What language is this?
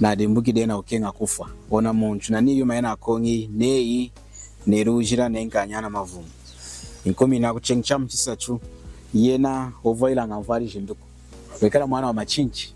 Lunda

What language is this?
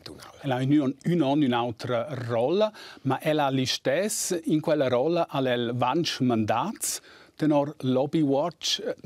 Romansh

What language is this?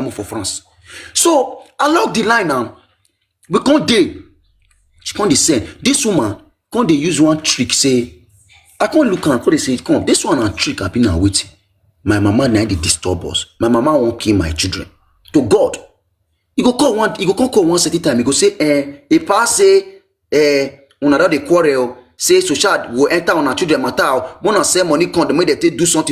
Nigerian Pidgin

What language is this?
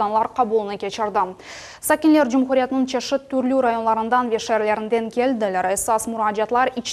Crimean Tatar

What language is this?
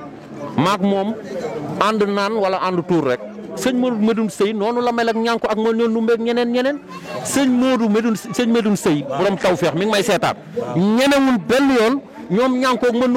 Wolof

